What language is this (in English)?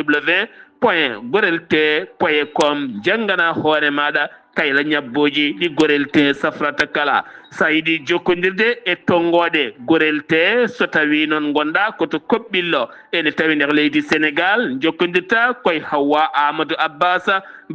Fula